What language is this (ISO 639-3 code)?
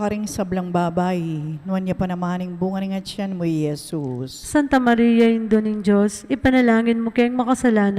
pam